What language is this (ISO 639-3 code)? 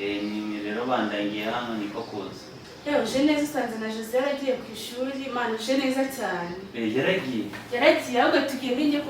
kin